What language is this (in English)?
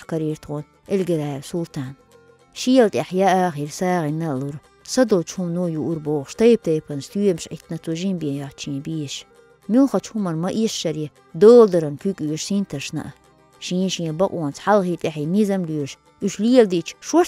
Chechen